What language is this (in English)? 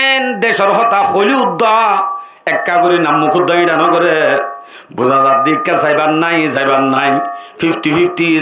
Rohingya